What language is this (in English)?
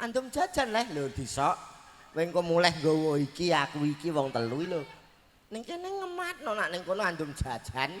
Javanese